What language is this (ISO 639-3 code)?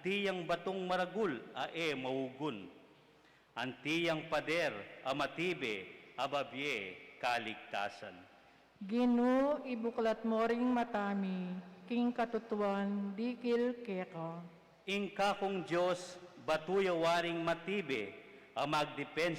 pam